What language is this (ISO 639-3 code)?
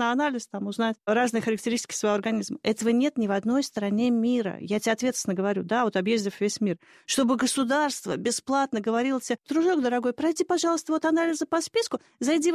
rus